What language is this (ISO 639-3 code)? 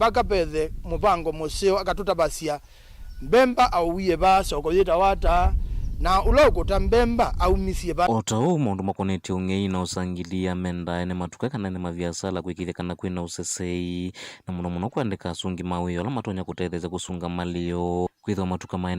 kam